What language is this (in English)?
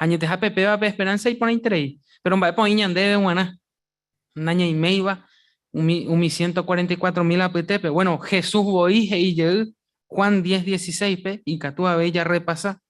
Guarani